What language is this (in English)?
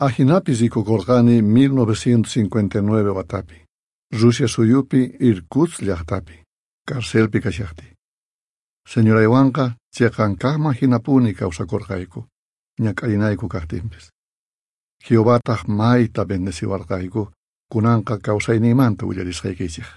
South Bolivian Quechua